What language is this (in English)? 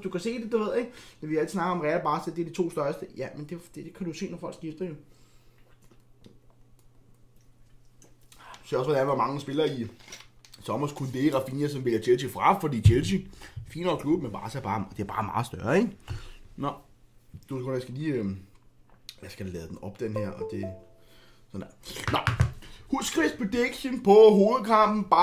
Danish